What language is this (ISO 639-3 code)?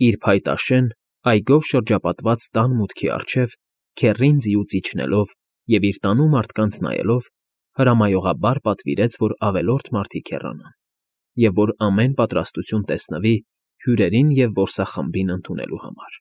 hye